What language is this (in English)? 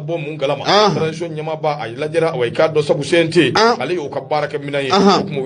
Bambara